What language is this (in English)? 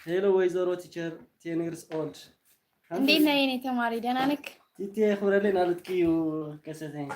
Tigrinya